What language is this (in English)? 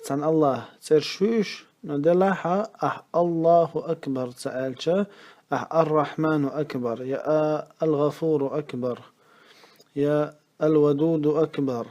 Chechen